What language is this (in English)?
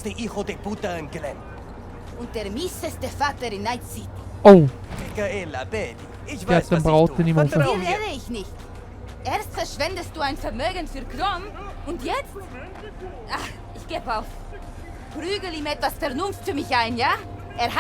Swiss German